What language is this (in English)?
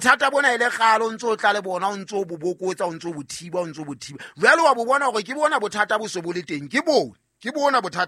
Southern Sotho